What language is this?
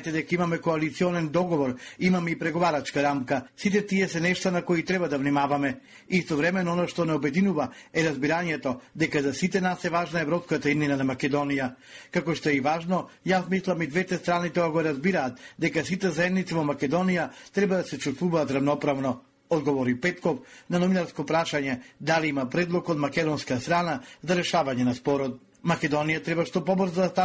Macedonian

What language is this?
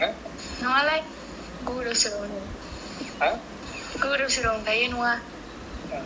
Bodo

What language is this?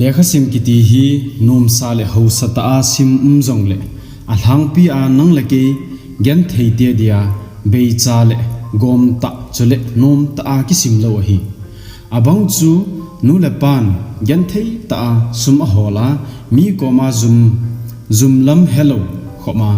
Thado Chin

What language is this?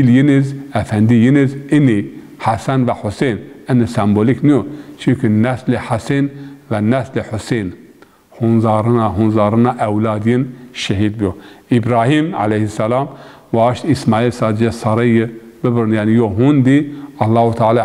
Zaza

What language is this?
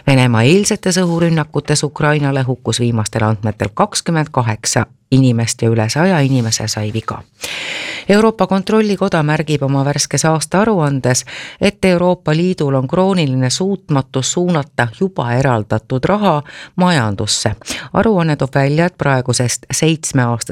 Estonian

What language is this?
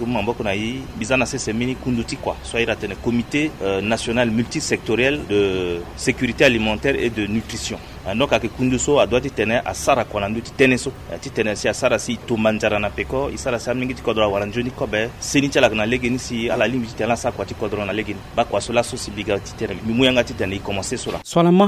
Sango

